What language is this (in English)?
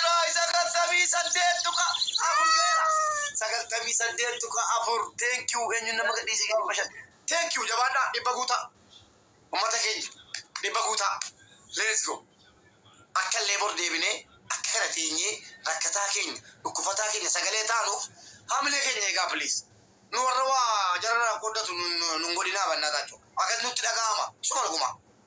Oromo